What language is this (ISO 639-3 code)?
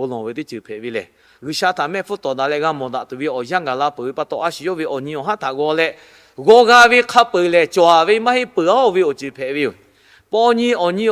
lhu